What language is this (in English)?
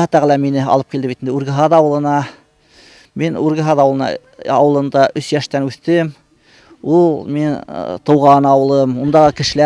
Bashkir